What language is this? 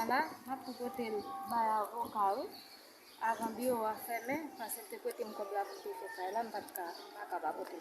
Haitian Creole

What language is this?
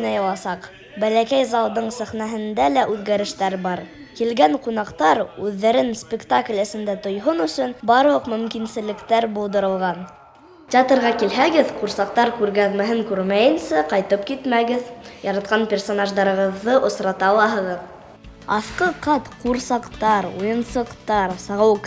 Bashkir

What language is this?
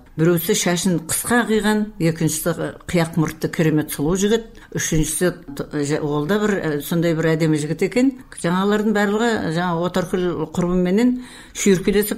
Kazakh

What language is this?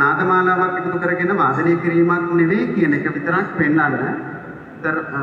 Sinhala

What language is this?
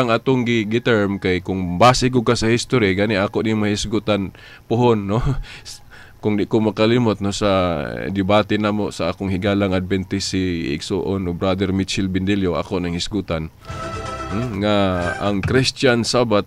Cebuano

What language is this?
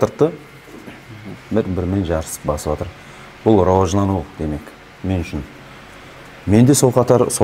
Kazakh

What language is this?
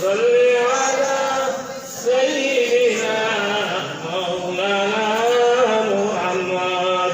Sylheti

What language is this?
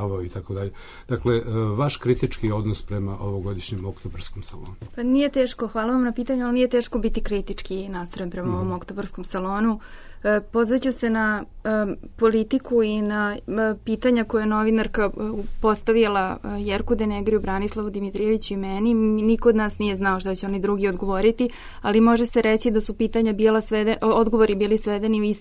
Serbian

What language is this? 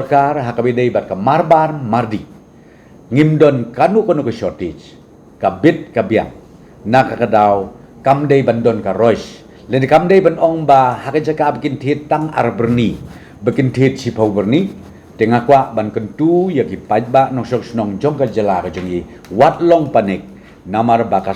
Khasi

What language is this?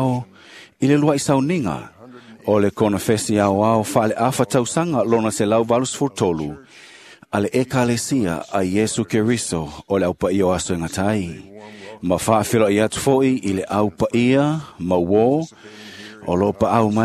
Samoan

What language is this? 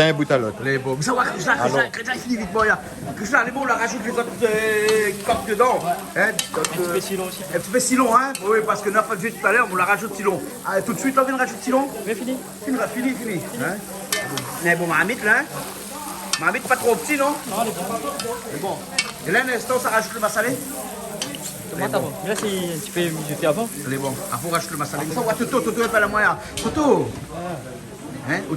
Réunion Creole French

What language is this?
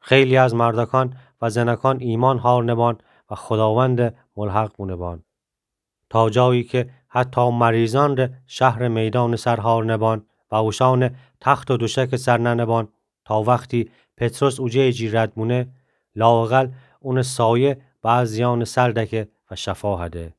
Gilaki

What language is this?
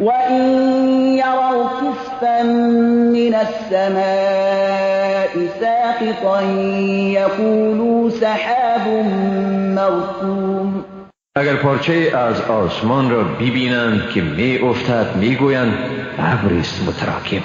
Persian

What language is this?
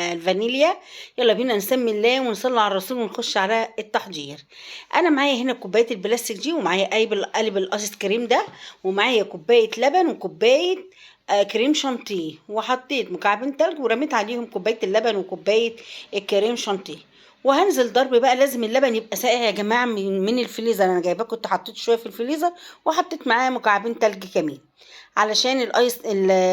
Egyptian Arabic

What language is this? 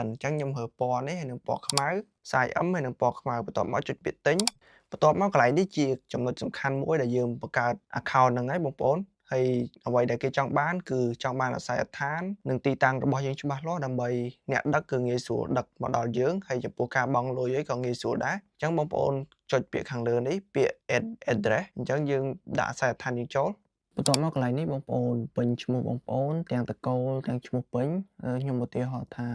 Khmer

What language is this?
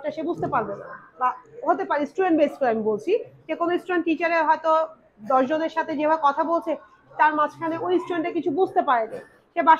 Bangla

